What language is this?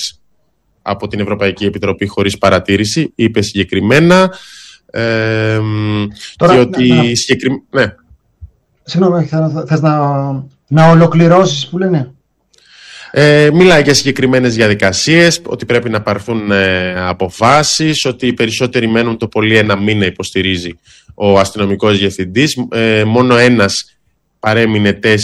Greek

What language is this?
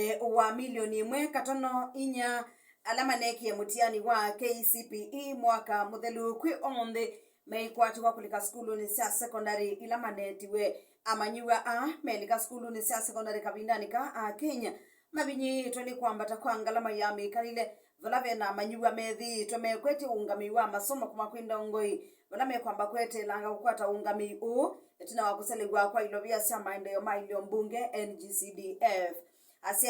Kamba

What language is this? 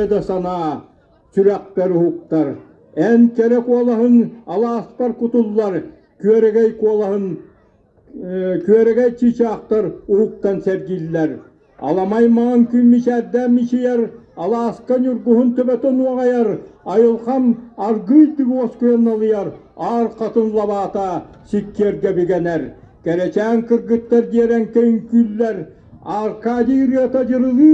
Yakut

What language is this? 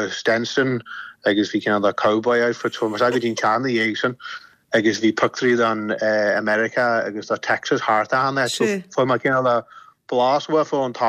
Irish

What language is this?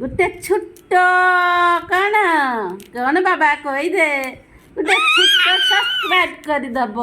Odia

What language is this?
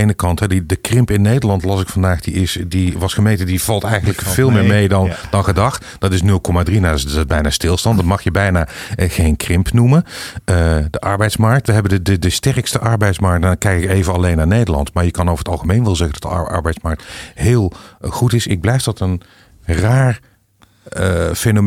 Dutch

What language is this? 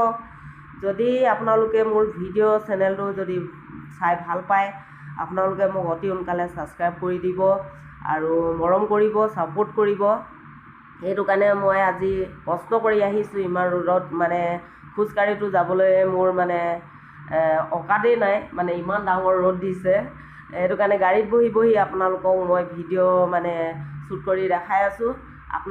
Assamese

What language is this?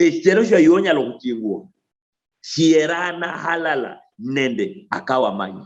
Luyia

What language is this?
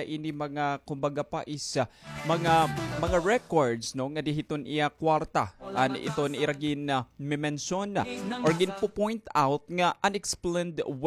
Waray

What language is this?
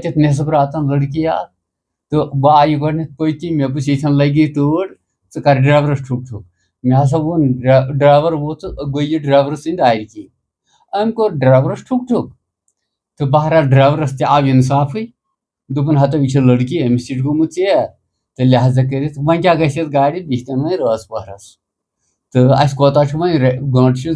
Kashmiri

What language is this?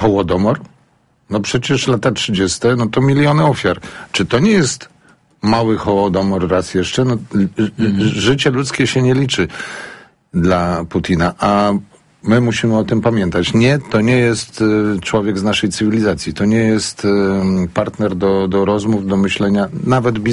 Polish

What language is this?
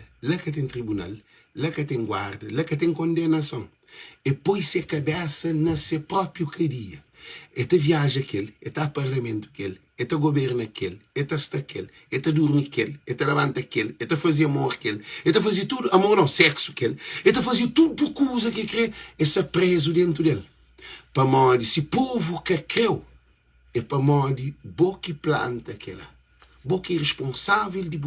Kabuverdianu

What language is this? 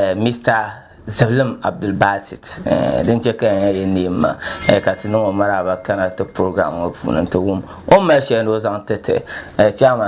Dagbani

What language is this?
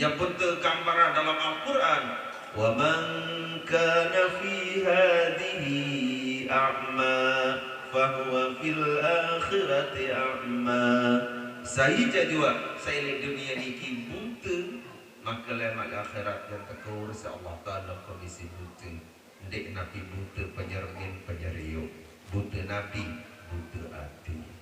Sasak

